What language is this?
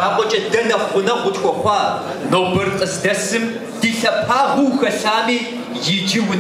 Kabardian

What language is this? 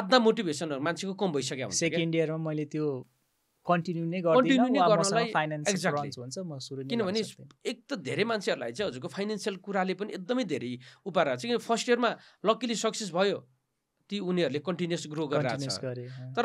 Nepali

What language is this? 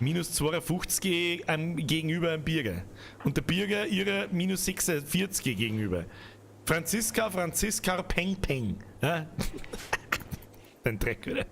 Bavarian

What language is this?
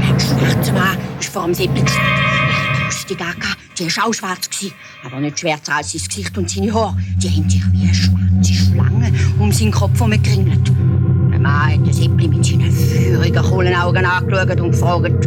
Swiss German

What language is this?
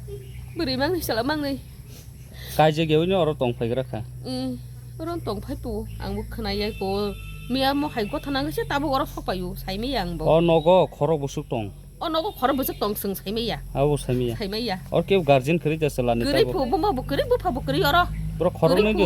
Kok Borok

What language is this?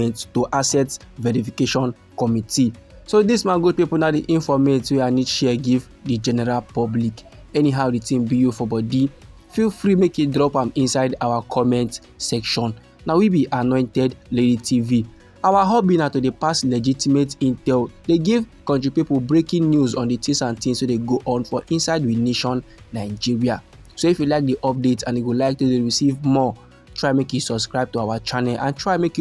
Nigerian Pidgin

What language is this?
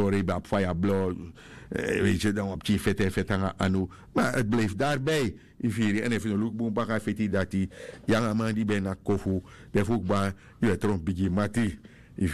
Sranan Tongo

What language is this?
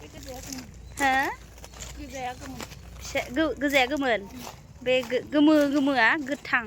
Bodo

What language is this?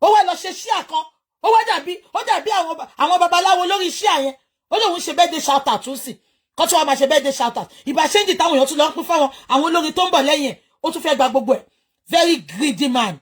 Yoruba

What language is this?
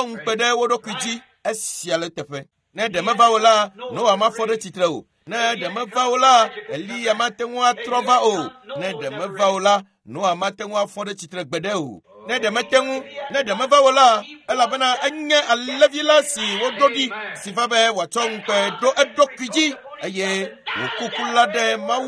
Ewe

